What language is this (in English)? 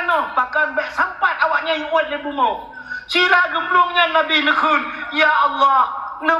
Achinese